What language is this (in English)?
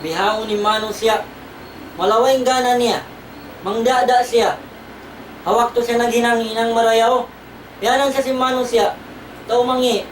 Tausug